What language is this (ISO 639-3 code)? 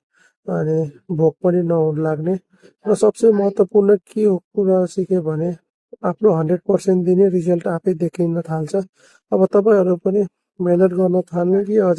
nep